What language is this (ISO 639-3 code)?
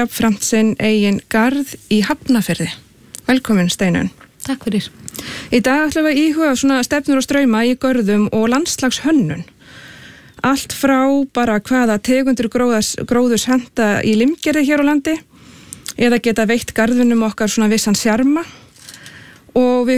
isl